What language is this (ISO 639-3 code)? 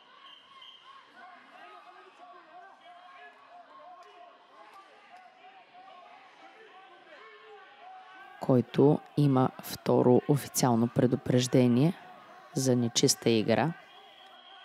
bul